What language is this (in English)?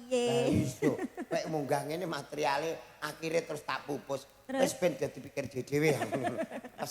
Javanese